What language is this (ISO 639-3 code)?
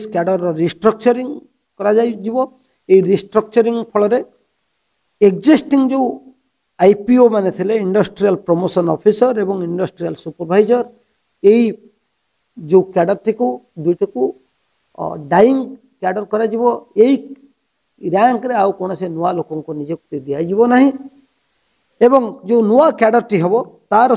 ori